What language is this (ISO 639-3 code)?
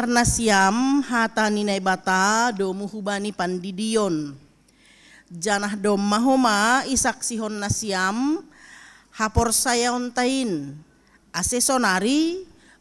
bts